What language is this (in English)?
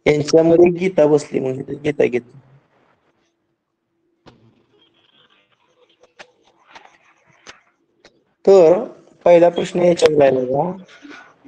Marathi